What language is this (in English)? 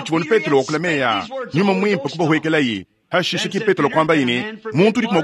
Luba-Lulua